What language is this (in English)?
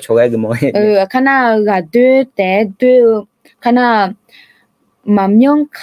Akha